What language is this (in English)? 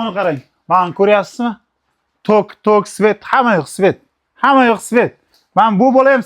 Uzbek